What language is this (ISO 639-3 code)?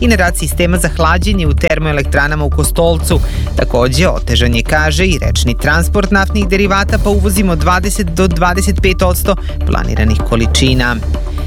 srp